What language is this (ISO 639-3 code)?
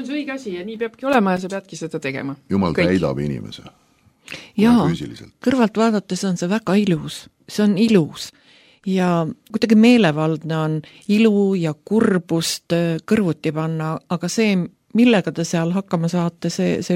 est